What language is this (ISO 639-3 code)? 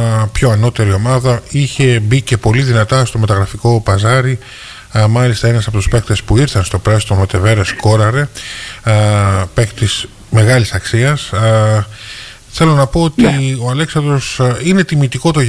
ell